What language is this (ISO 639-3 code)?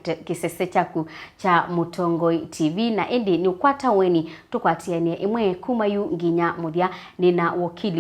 kam